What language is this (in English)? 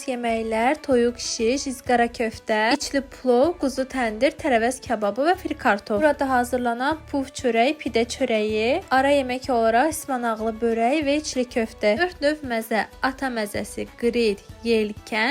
Azerbaijani